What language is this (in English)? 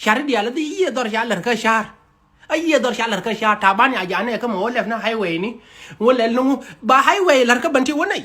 Nuer